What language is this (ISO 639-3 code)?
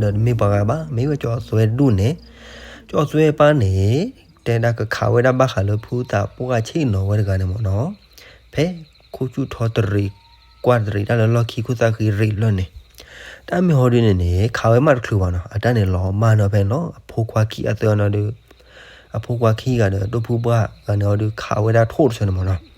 ksw